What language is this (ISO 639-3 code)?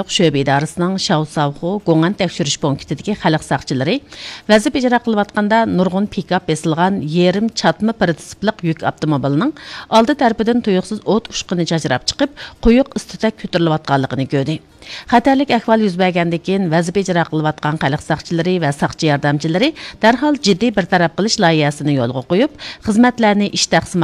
uig